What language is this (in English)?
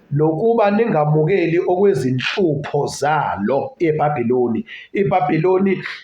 Zulu